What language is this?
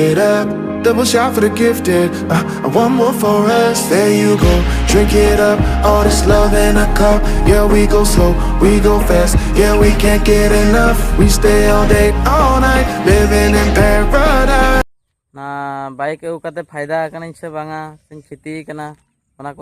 Santali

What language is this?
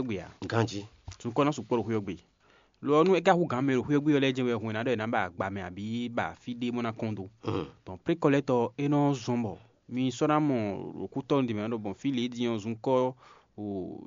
Fon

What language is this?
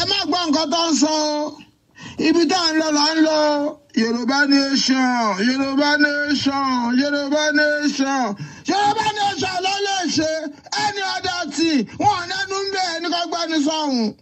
Yoruba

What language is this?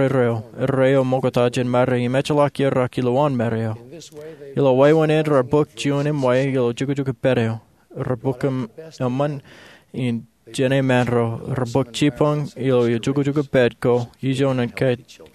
Marshallese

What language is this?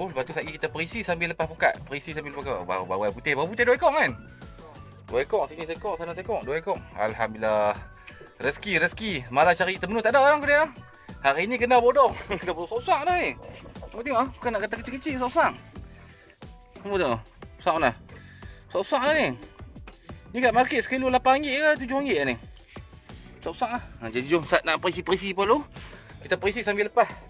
Malay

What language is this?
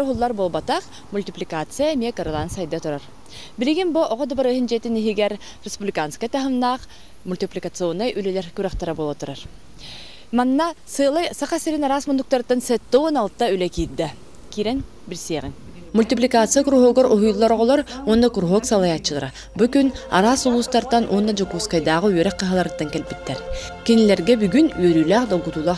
Yakut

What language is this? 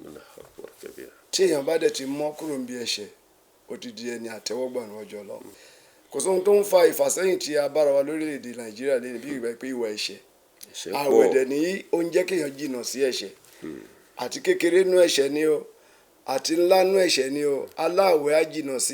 Yoruba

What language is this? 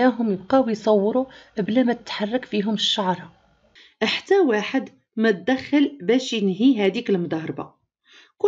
Moroccan Arabic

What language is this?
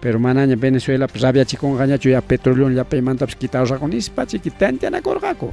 Ayacucho Quechua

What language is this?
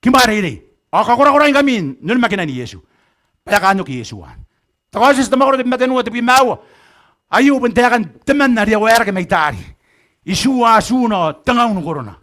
Gilbertese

